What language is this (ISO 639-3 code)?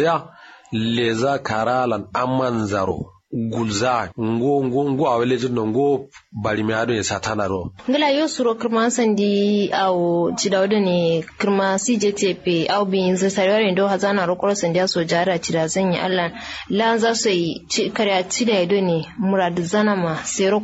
kau